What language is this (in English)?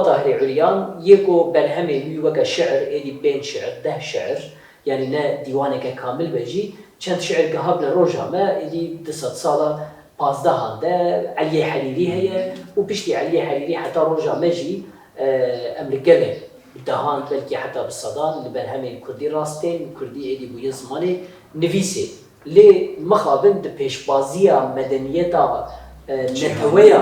Kurdish